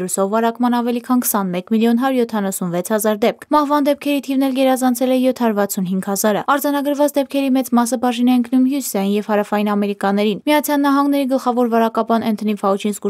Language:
Armenian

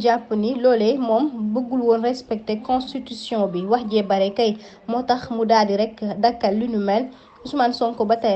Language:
Wolof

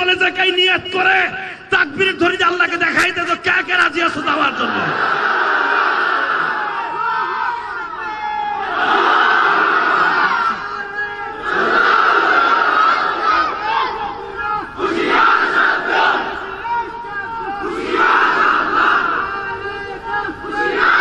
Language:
Bangla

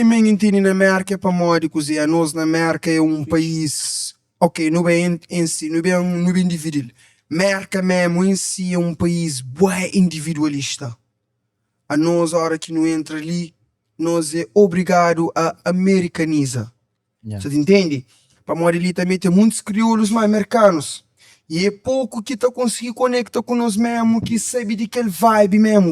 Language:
Kabuverdianu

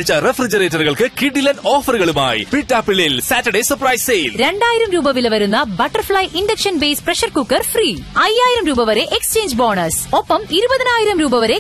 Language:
Malayalam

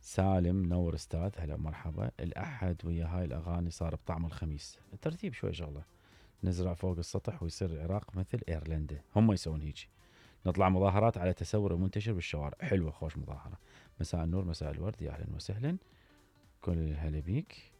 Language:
Mesopotamian Arabic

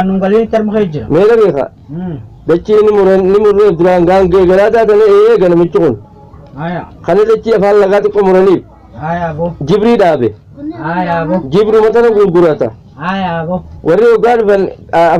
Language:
Oromo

